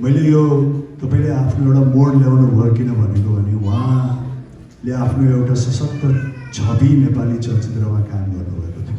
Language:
Nepali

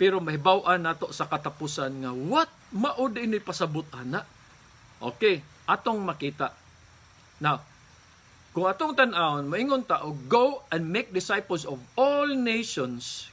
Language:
Cebuano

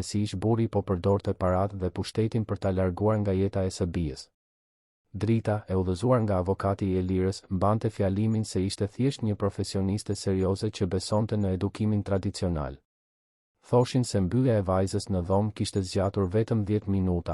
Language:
Albanian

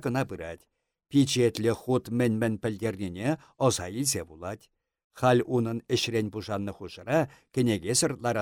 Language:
Chuvash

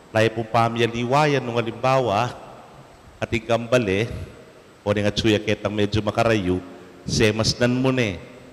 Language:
Pampanga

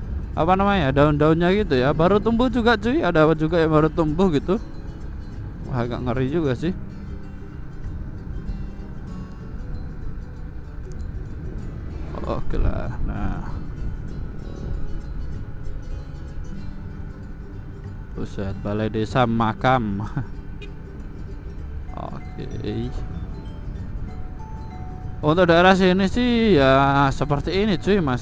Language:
Indonesian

